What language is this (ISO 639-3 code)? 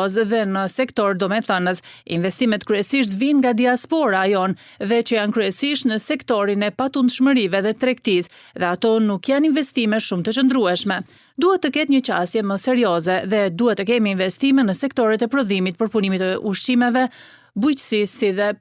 sqi